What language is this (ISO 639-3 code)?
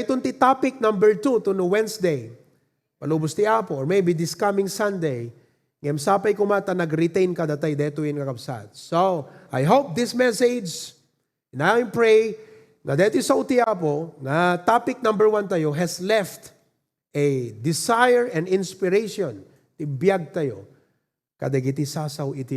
ilo